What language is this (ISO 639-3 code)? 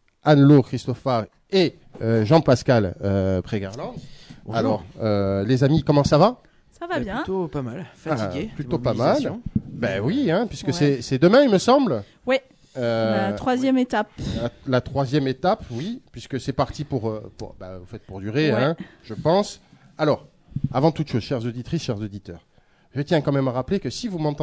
fra